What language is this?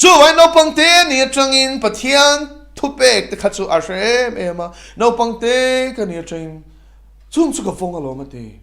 Mizo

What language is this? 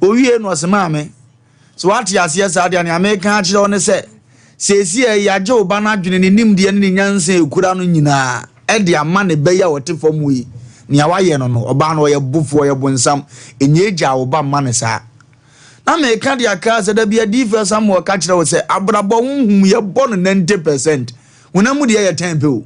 Akan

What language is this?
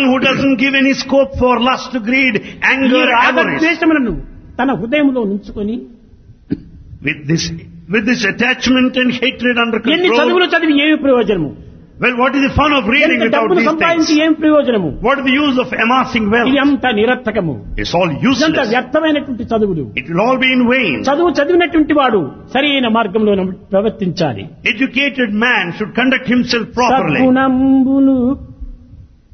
Telugu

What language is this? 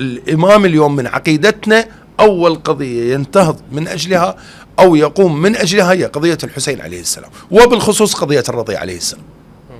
Mesopotamian Arabic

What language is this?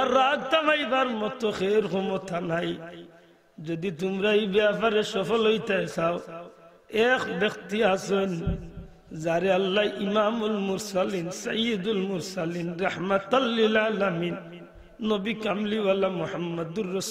Sylheti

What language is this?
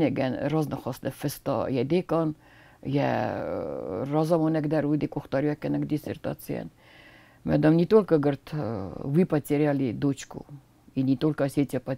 Ossetic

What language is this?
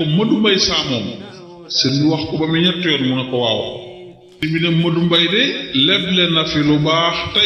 Wolof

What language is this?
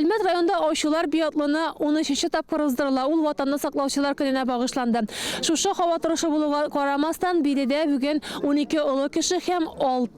Tatar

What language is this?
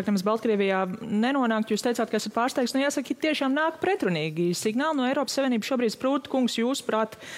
Latvian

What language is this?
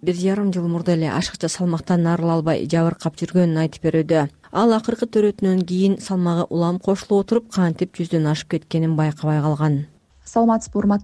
Kyrgyz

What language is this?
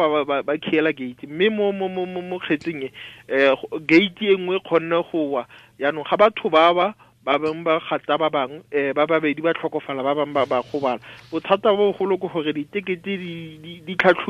Tswana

